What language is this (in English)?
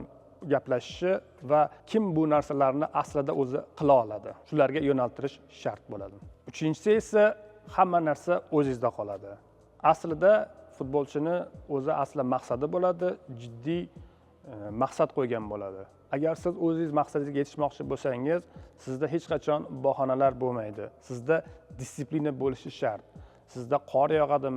Uzbek